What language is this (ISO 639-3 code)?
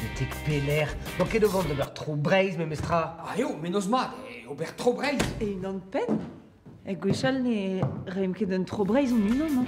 bre